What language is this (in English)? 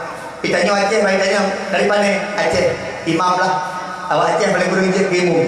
Achinese